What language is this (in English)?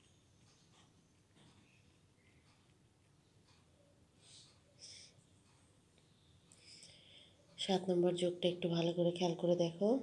Bangla